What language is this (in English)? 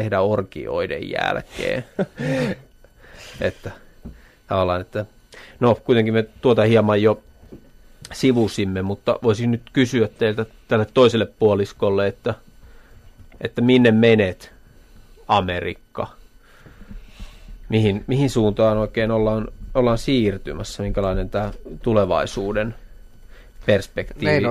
Finnish